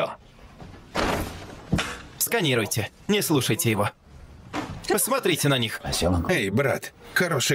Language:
Russian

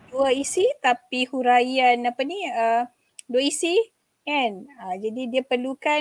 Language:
Malay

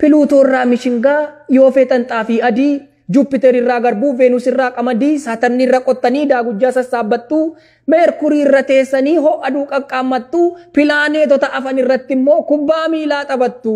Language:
Oromo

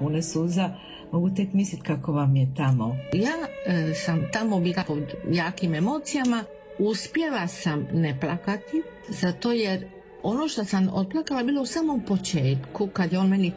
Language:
Croatian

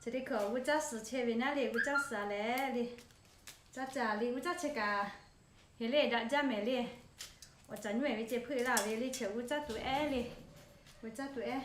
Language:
Lahu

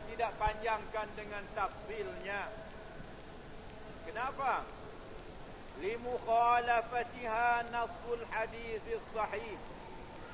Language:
Malay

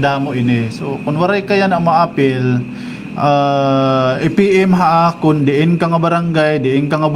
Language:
Waray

